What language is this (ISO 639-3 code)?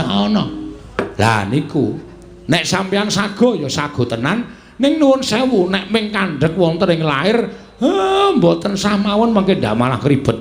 jav